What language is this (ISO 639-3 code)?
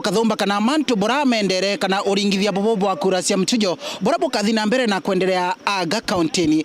mer